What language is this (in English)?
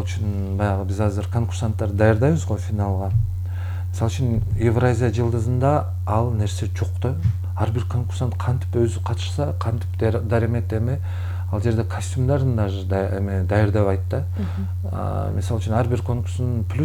Kyrgyz